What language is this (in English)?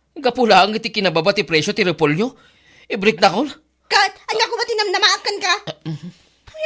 Iloko